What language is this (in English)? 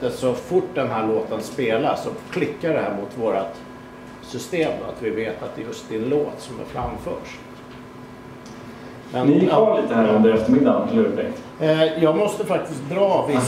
Swedish